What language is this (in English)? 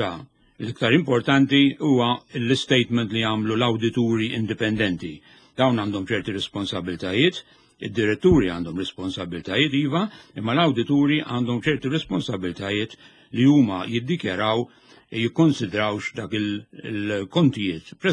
Maltese